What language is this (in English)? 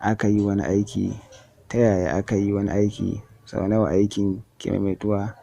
Hausa